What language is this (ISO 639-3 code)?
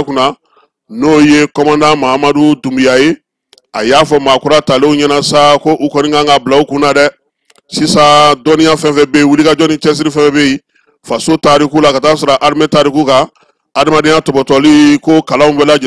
bam